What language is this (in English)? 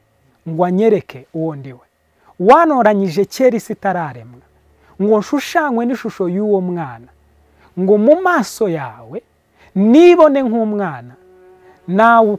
Kinyarwanda